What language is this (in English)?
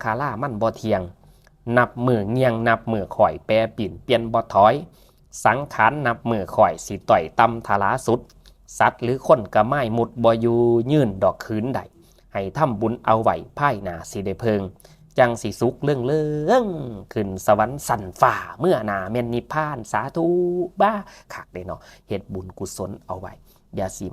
Northeastern Thai